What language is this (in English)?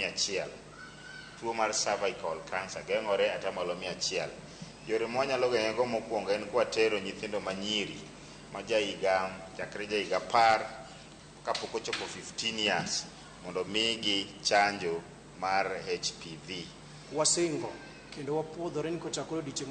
Luo (Kenya and Tanzania)